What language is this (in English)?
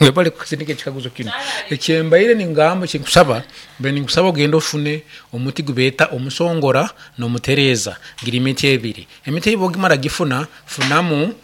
Nyankole